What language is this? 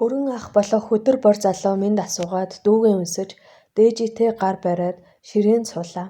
Mongolian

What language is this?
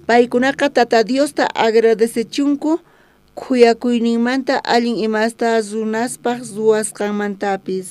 South Bolivian Quechua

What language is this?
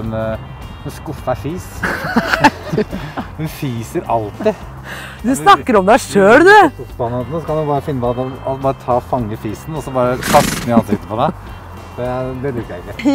Norwegian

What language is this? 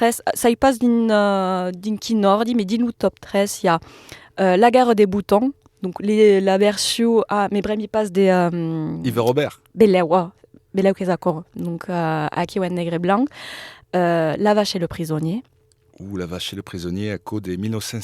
Occitan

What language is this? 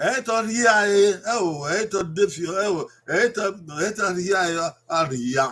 Bini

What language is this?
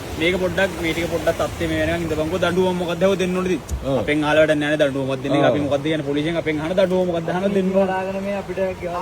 Sinhala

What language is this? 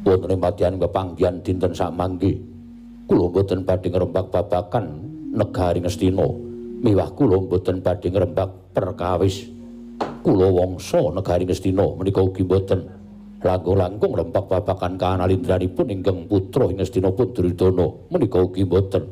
Javanese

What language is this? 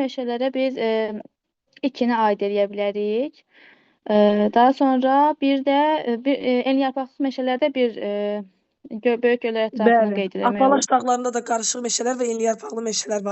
Azerbaijani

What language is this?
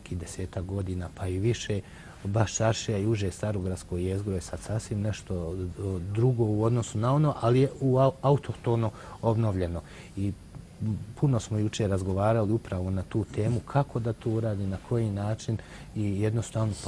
Bosnian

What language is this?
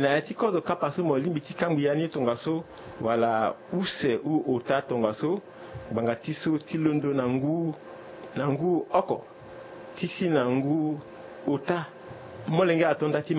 Sango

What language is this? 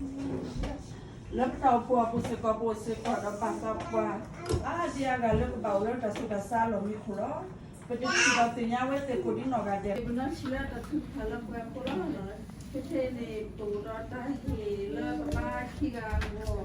S'gaw Karen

